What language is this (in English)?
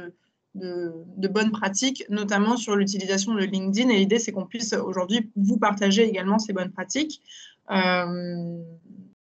French